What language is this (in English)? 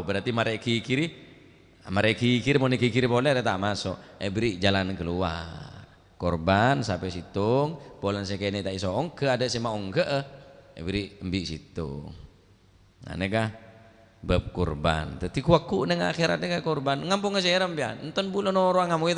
Madurese